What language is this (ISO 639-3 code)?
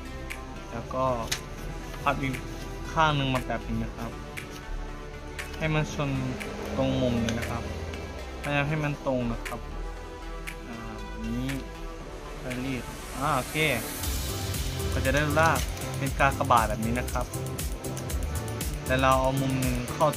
tha